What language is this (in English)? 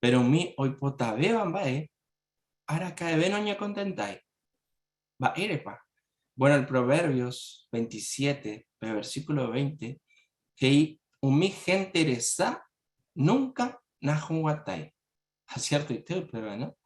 Guarani